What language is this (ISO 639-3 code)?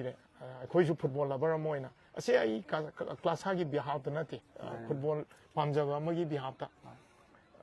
mni